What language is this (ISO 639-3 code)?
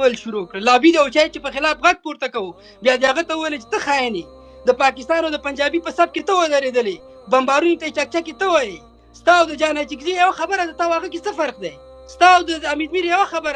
pus